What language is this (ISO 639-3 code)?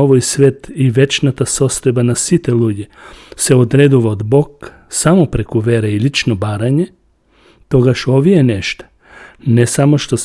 mkd